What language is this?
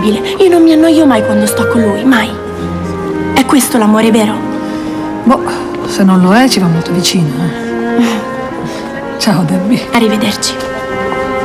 Italian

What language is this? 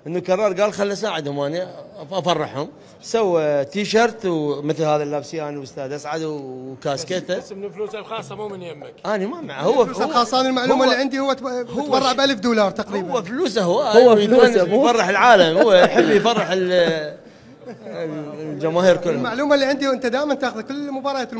Mesopotamian Arabic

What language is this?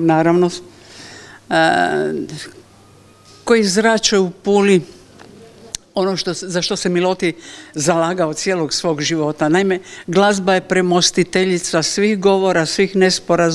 Croatian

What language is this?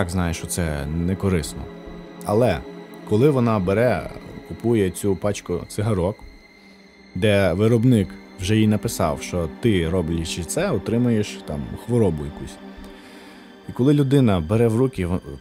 Ukrainian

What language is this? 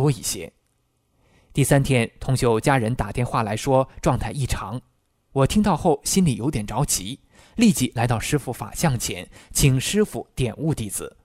Chinese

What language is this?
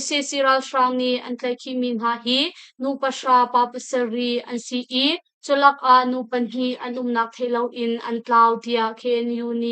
Hakha Chin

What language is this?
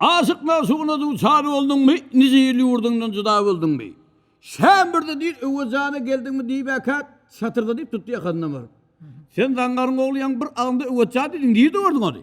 Turkmen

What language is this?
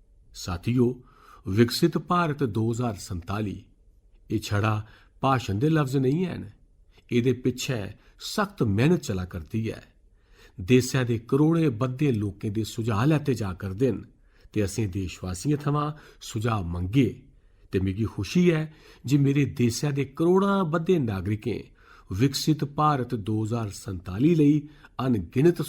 Dogri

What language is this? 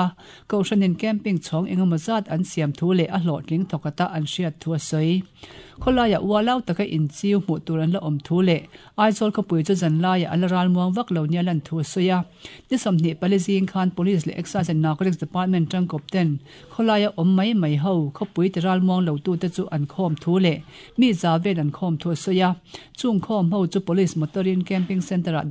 Mizo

